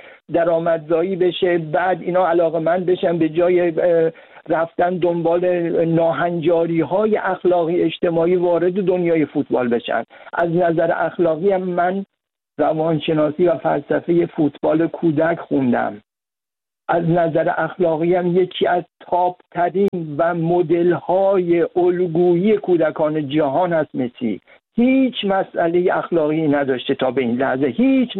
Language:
Persian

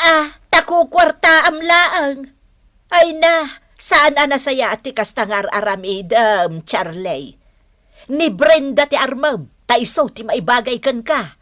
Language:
Iloko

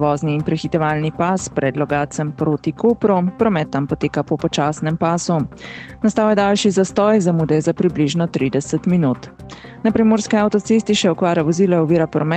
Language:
Slovenian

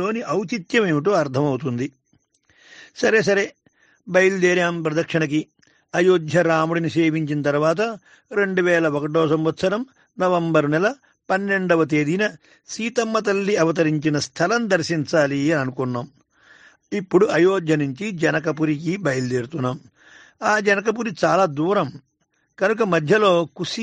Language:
Telugu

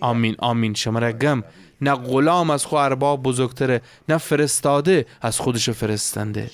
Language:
Gilaki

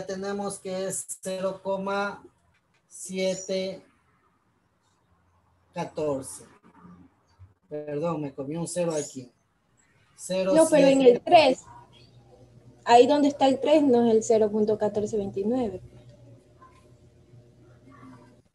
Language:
Spanish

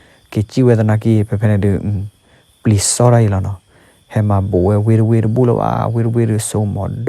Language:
S'gaw Karen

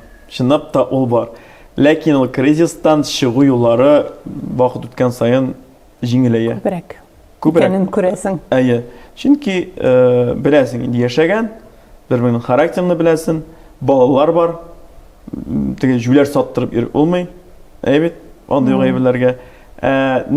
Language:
Tatar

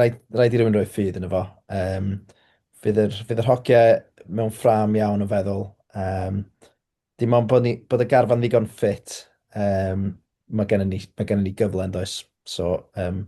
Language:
Welsh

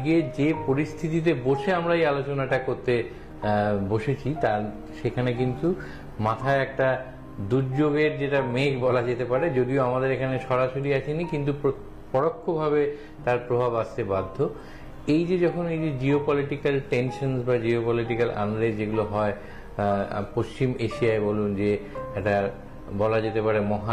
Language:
Bangla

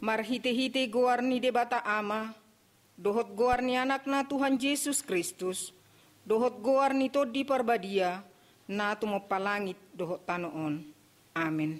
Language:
Batak Toba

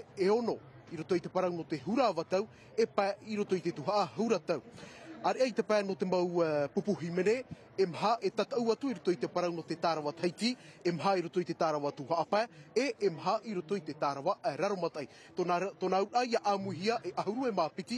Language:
Tahitian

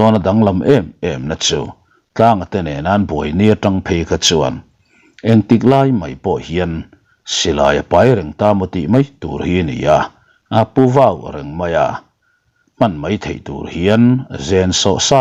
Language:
Mizo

